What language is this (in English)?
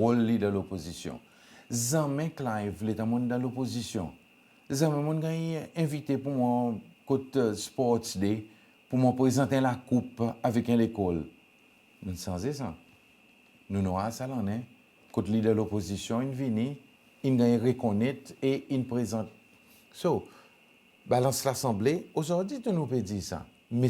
Seselwa Creole French